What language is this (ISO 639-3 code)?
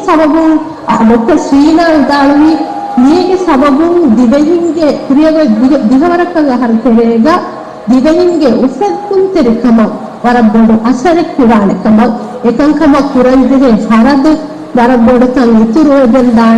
div